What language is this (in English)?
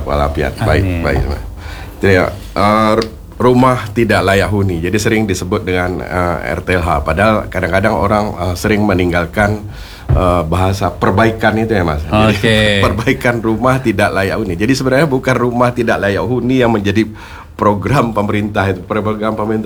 Indonesian